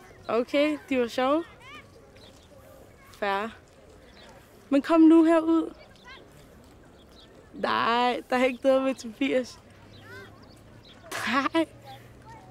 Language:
Danish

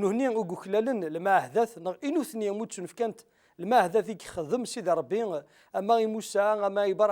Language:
Kabyle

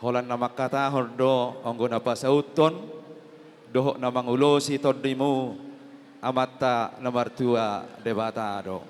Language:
Batak Toba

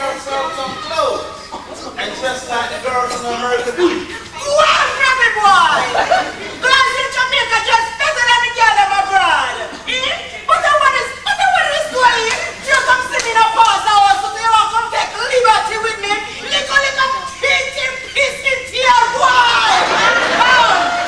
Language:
Jamaican Creole English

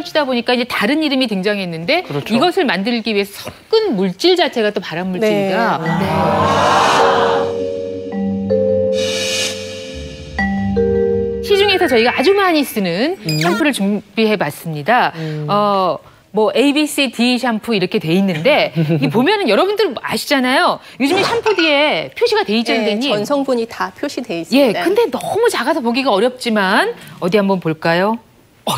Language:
Korean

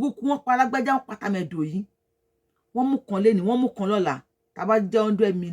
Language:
Yoruba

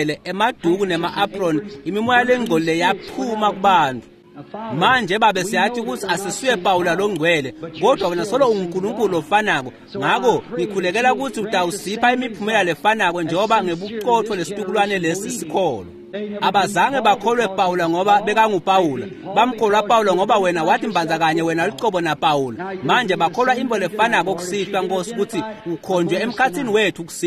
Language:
Swati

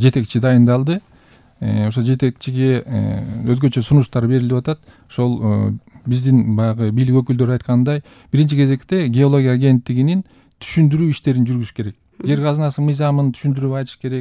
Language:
Kyrgyz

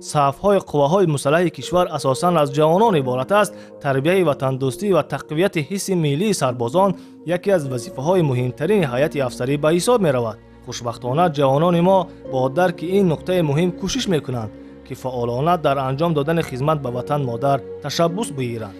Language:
Tajik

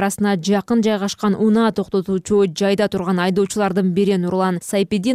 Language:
Kyrgyz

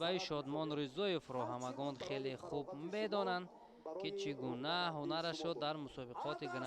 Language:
Tajik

